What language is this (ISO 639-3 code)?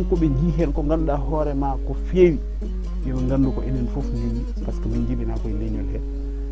ful